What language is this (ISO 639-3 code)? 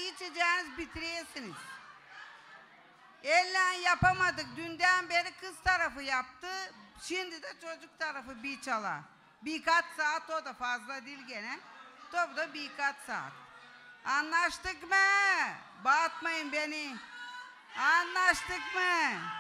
tur